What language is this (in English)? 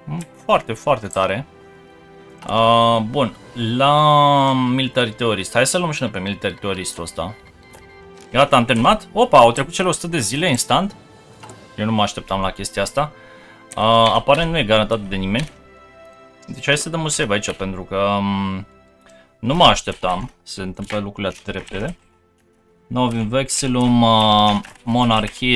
Romanian